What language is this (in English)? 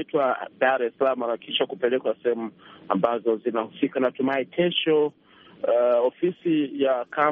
Swahili